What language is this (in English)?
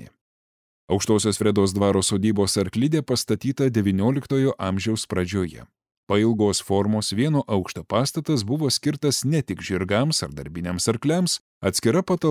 Lithuanian